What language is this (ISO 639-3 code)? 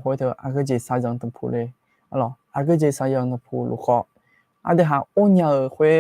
ahk